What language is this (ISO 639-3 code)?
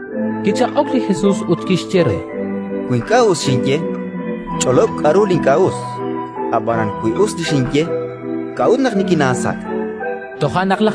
kek